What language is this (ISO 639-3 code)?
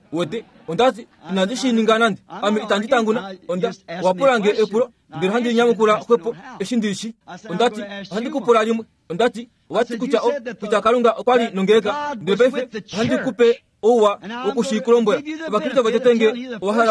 kua